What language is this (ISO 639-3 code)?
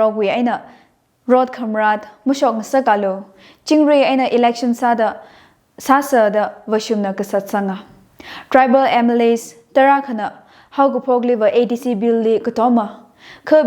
nmf